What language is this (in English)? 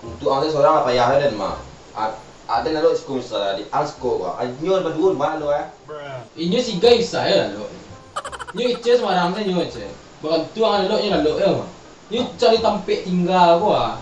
Minangkabau